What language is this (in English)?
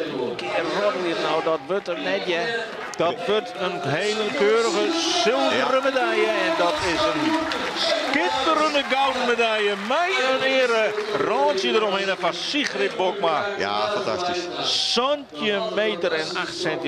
Western Frisian